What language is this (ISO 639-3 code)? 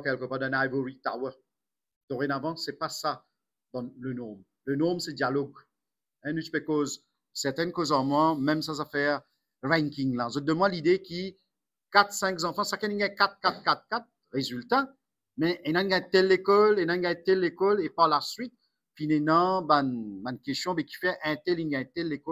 mfe